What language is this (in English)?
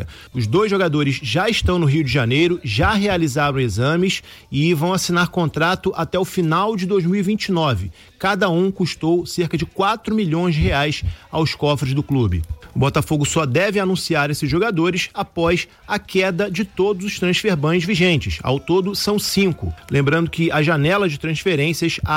Portuguese